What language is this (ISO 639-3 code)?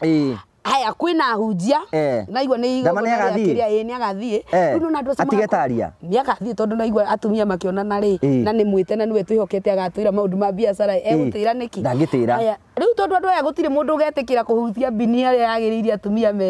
kik